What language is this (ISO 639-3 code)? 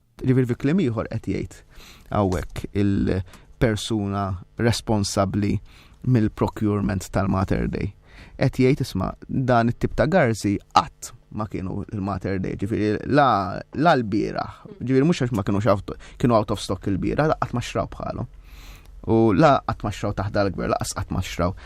mlt